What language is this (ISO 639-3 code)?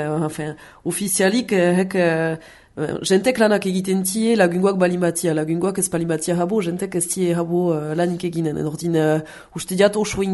eus